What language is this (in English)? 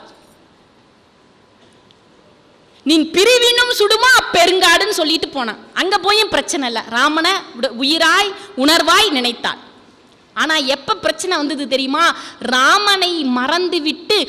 Tamil